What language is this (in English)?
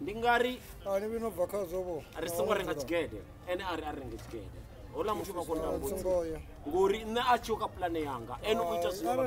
Venda